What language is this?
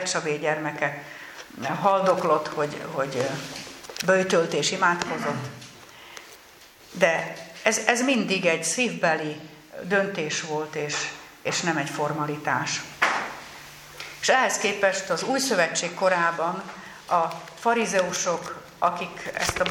Hungarian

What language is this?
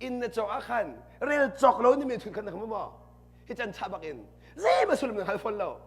Hakha Chin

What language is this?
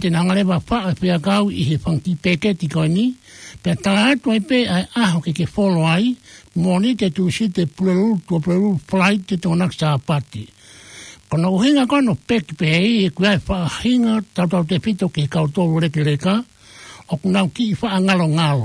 Tongan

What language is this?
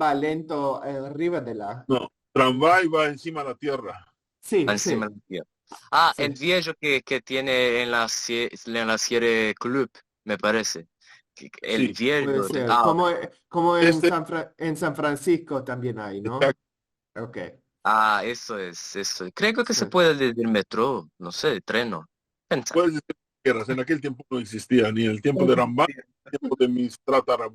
Ladino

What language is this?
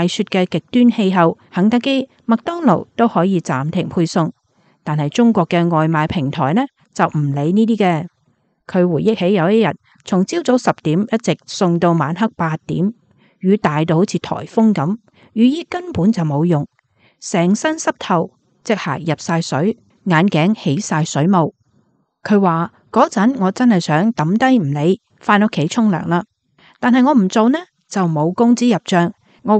Cantonese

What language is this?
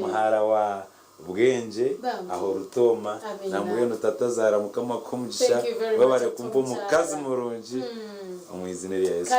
Nyankole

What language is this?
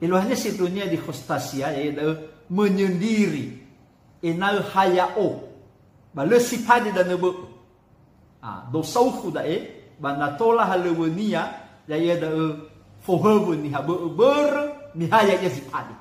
Nias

